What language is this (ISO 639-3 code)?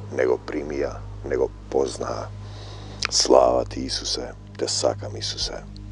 mkd